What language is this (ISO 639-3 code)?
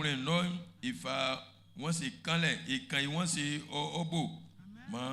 bci